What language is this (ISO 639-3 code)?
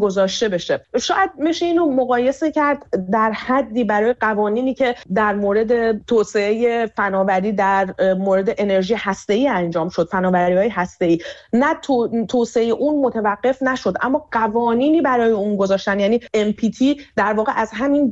fas